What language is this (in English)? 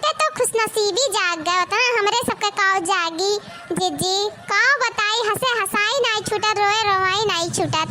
Awadhi